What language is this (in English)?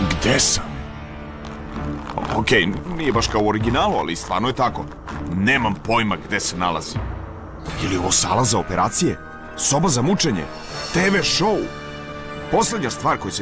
Serbian